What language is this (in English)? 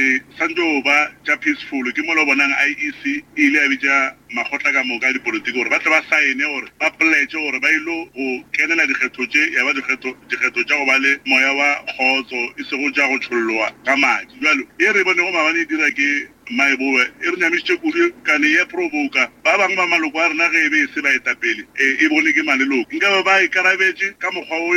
Northern Sotho